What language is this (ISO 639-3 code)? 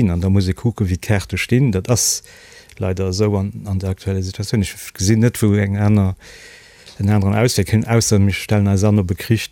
ltz